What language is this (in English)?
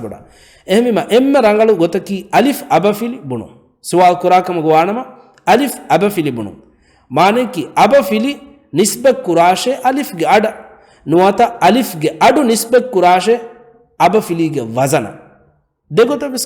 Divehi